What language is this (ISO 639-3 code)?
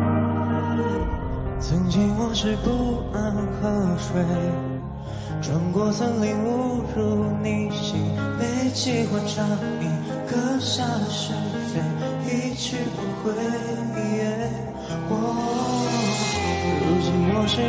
zho